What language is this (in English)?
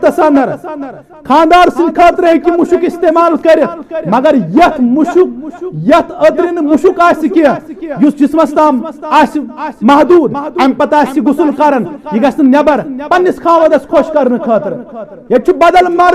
Kashmiri